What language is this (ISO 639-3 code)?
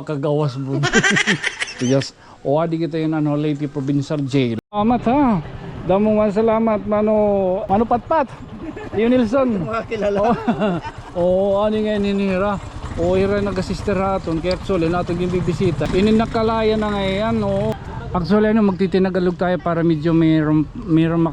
war